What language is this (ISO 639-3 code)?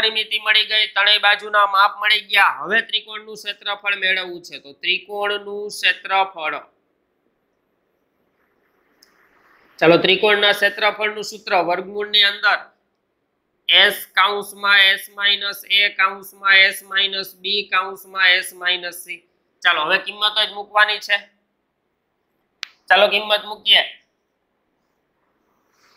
guj